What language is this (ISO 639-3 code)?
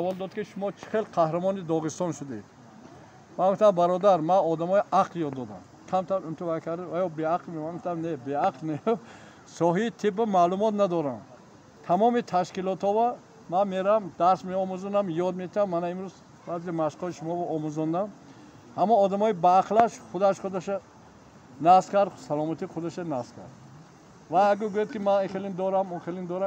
tgk